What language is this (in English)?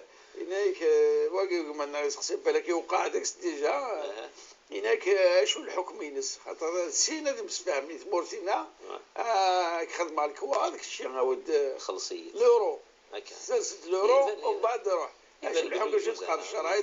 Moroccan Arabic